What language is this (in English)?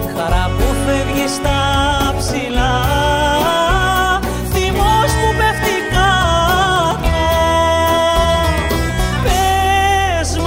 Greek